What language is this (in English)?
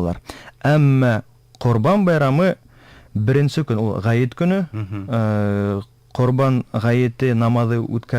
Bashkir